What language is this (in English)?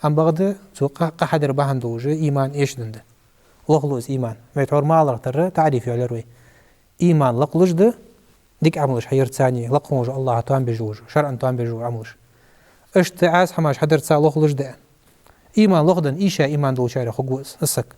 Ingush